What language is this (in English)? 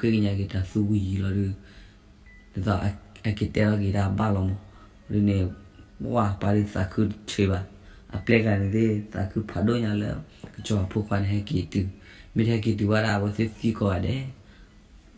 S'gaw Karen